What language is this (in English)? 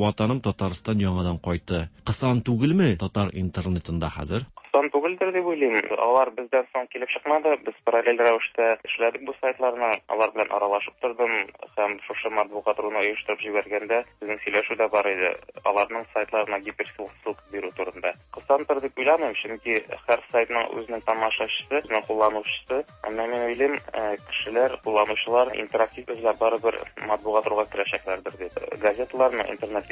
Tatar